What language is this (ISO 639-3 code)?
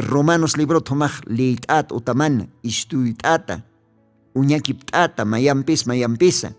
aym